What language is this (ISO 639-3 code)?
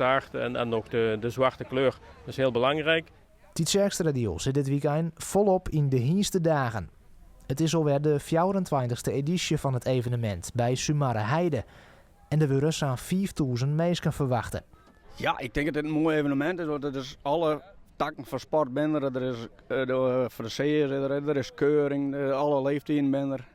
fry